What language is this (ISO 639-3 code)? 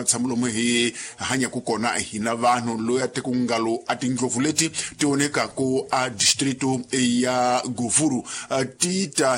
tso